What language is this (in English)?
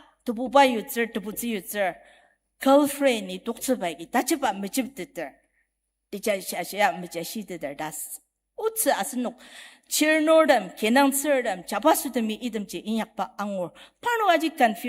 Ao Naga